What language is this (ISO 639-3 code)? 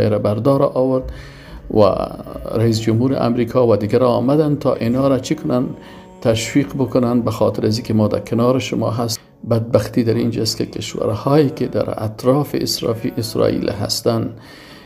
fas